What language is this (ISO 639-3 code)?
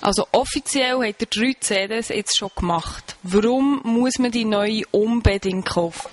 gsw